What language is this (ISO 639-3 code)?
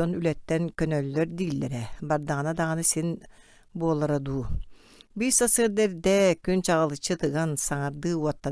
sah